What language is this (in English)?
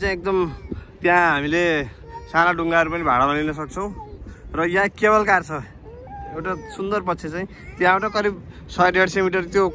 Nepali